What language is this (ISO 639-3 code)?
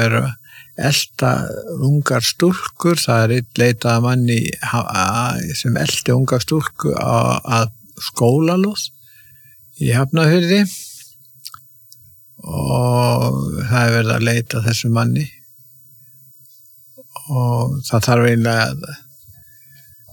isl